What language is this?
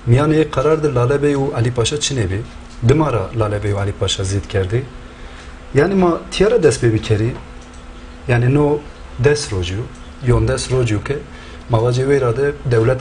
Zaza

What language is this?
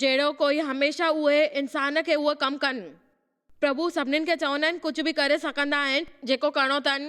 Sindhi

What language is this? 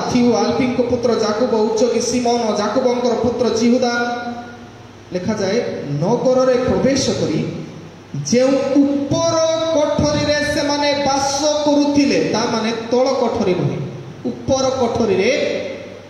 Odia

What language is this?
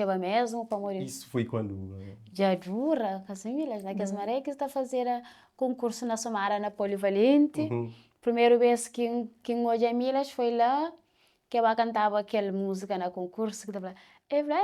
Kabuverdianu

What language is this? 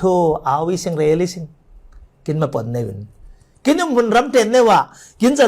Falam Chin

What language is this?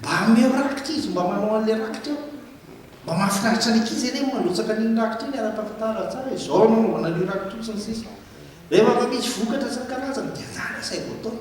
Malagasy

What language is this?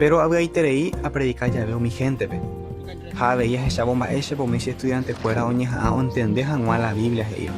Guarani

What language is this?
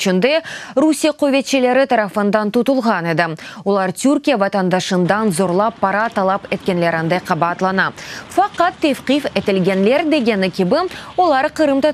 Crimean Tatar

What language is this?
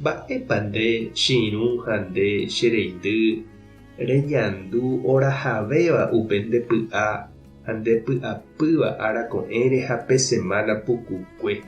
Guarani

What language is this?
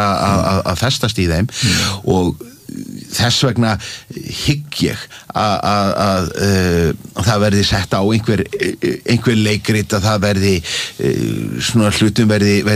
Icelandic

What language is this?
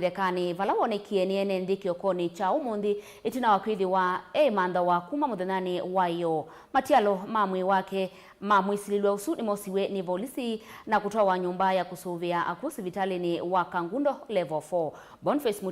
Kamba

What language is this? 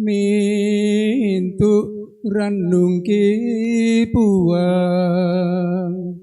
Toraja-Sa'dan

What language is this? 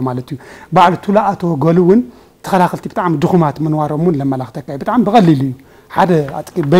Tigrinya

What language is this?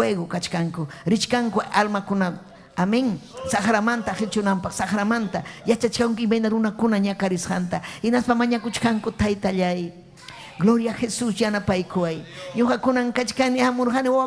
Ayacucho Quechua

